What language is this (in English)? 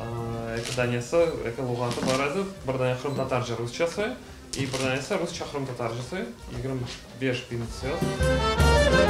Crimean Tatar